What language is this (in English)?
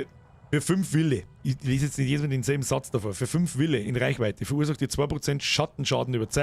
Bavarian